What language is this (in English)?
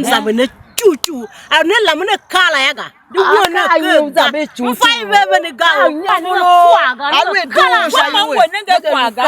Tiv